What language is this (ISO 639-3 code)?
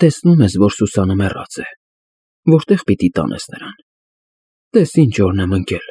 hye